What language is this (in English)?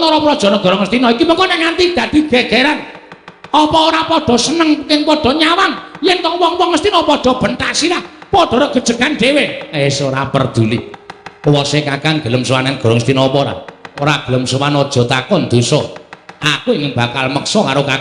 Javanese